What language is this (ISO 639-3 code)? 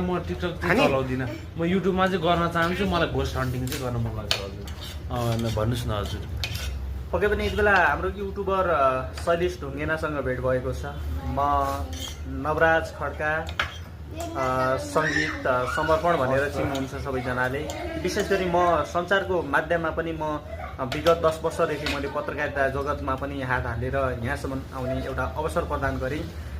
nep